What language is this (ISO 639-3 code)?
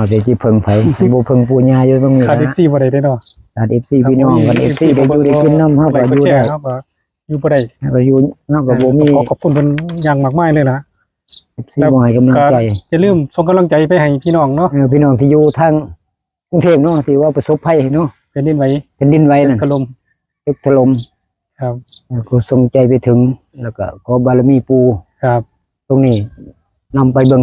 tts